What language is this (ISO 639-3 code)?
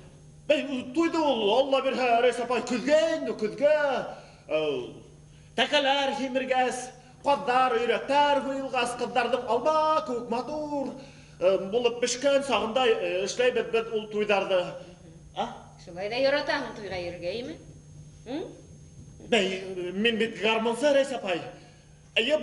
bak